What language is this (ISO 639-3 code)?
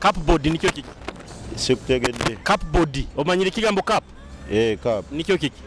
nyo